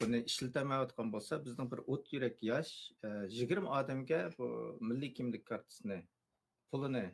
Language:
Uyghur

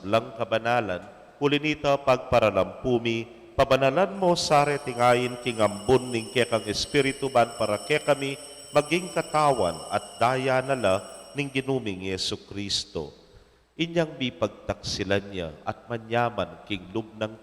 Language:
Pampanga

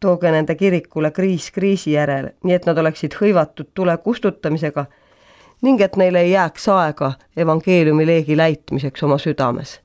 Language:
Estonian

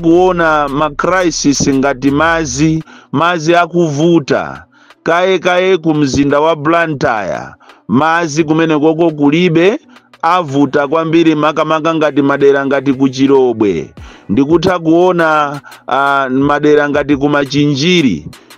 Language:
Nyanja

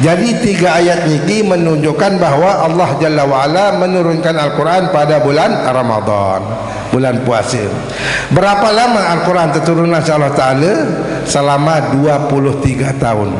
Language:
Sasak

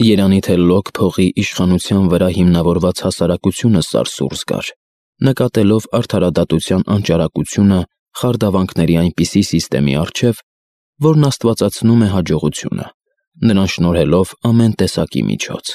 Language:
Armenian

